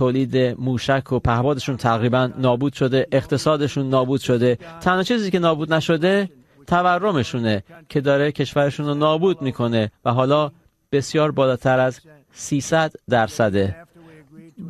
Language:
Persian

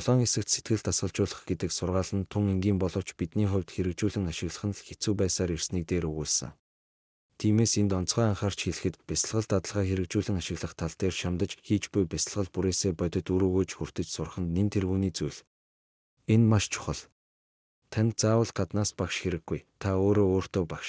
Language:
Mongolian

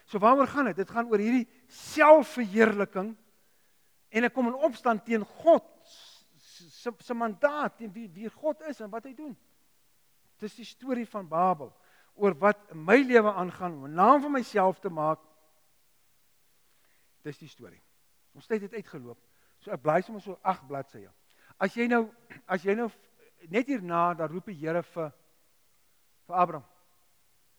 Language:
Afrikaans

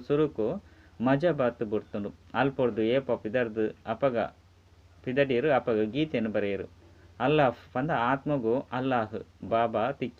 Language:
Tulu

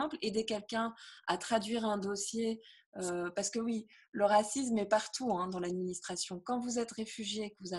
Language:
French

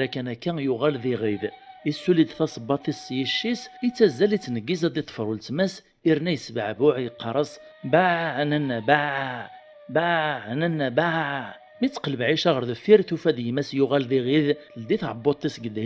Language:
Kabyle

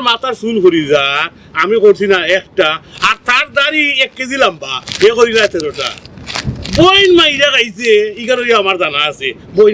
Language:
Sylheti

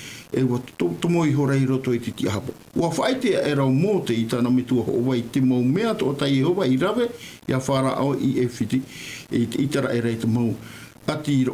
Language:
Tahitian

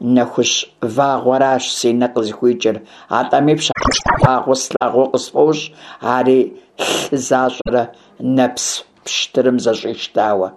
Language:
Kabardian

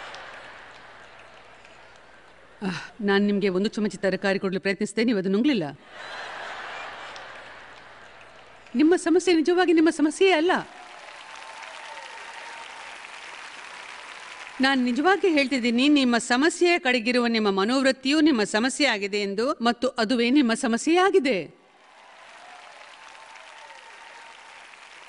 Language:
Kannada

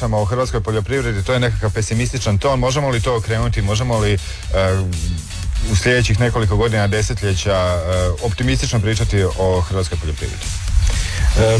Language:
Croatian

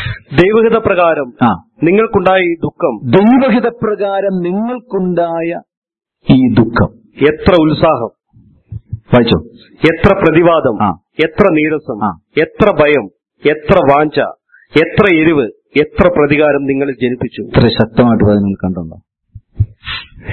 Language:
Malayalam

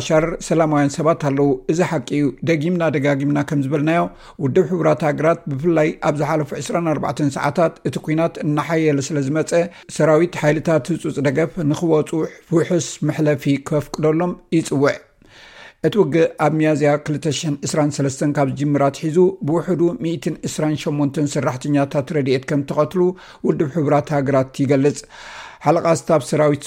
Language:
Tigrinya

